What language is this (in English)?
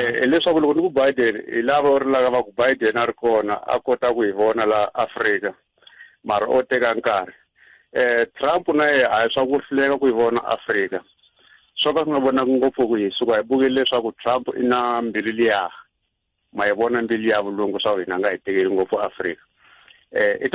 Tsonga